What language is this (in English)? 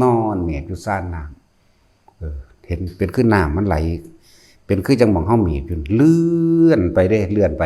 Lao